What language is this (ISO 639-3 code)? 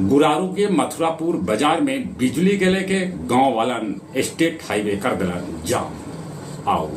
mag